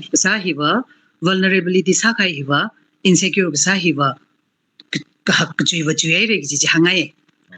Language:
Tangkhul Naga (India)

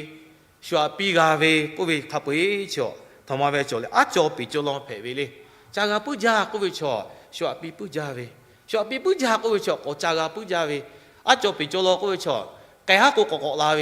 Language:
Lahu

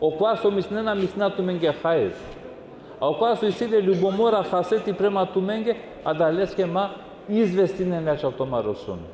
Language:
Balkan Romani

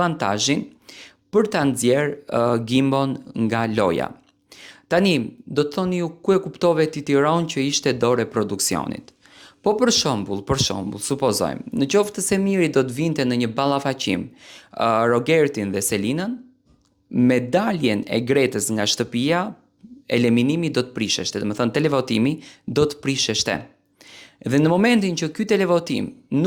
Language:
Albanian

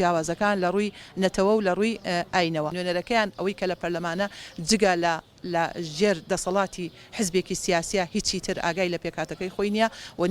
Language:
Central Kurdish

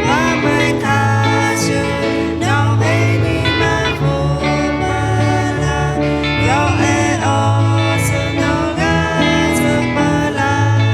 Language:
Lahu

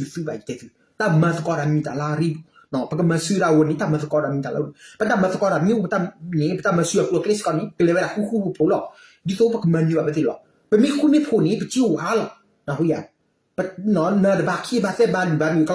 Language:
S'gaw Karen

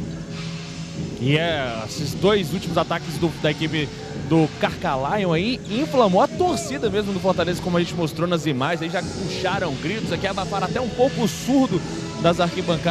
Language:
Portuguese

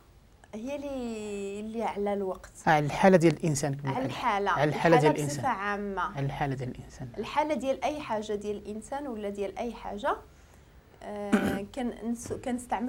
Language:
Moroccan Arabic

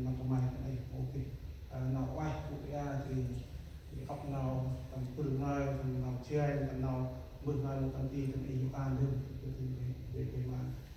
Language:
Central Mnong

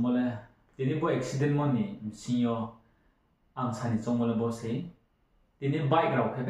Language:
Riang (India)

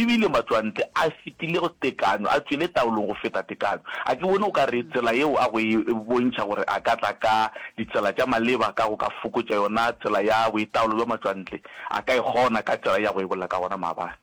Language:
Northern Sotho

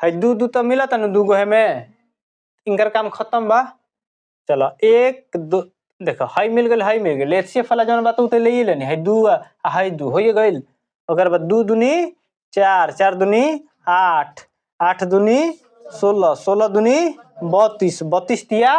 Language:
Bhojpuri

